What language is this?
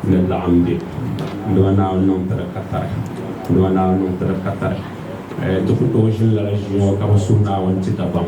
Dagbani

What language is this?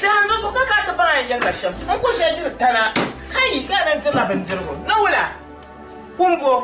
Dagbani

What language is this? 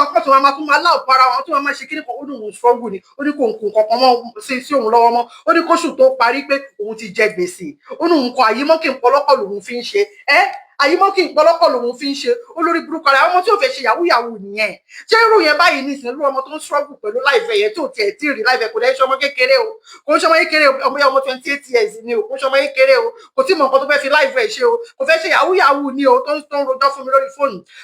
Yoruba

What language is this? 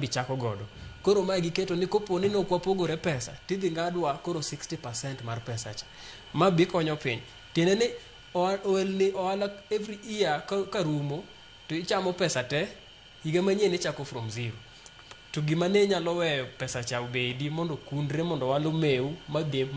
Luo (Kenya and Tanzania)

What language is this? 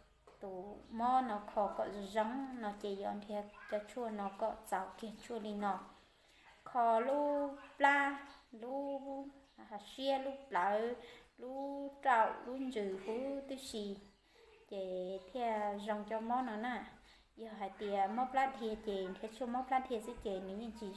Hmong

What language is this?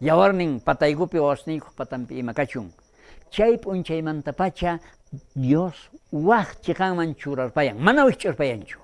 South Bolivian Quechua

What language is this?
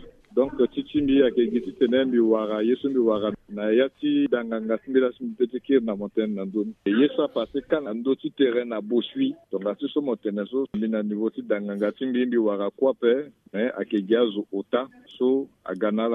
Sango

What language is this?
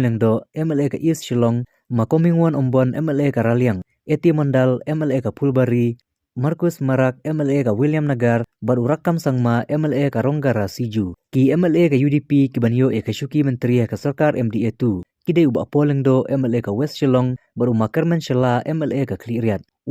Khasi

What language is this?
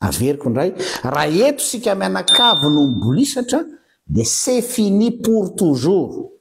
Malagasy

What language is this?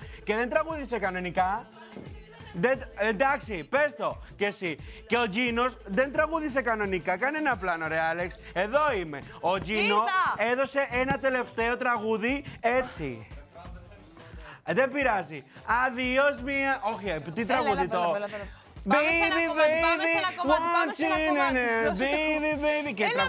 Greek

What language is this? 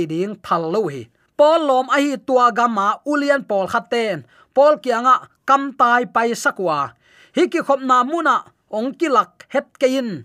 Tedim Chin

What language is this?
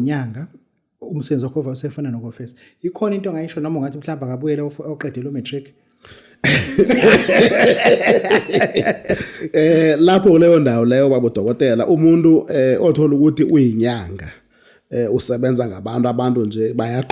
Zulu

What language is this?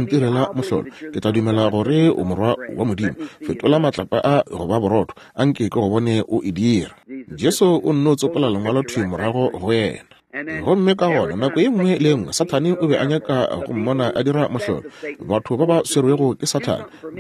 Northern Sotho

